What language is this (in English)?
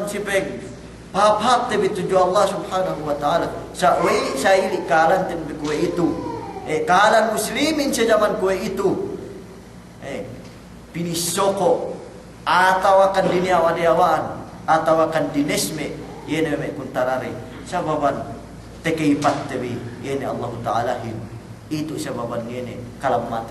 Yakan